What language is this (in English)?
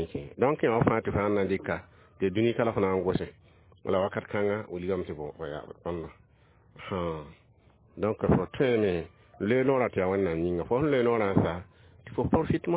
Mossi